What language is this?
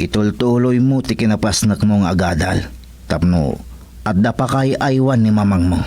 Iloko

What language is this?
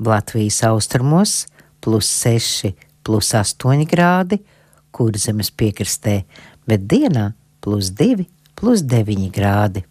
Latvian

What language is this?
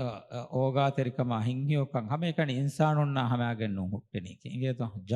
Divehi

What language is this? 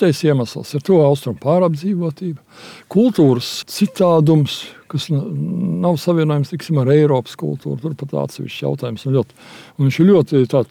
Latvian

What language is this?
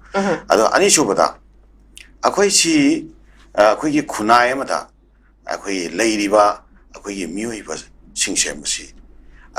Manipuri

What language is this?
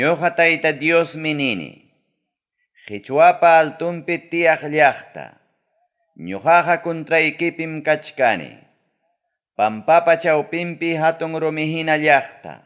Ayacucho Quechua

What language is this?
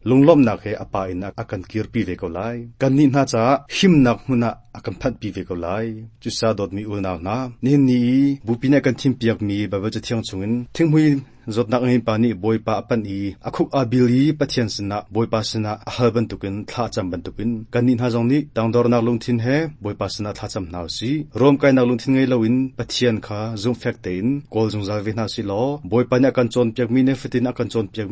Hakha Chin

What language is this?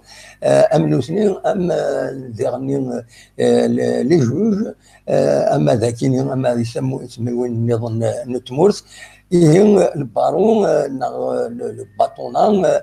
Kabyle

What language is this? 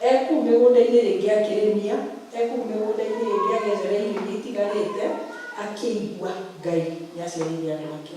Kikuyu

